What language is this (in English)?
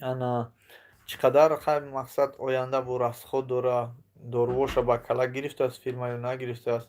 Tajik